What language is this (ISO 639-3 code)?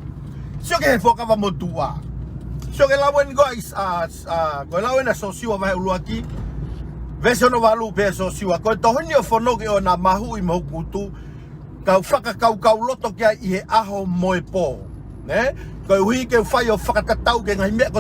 ton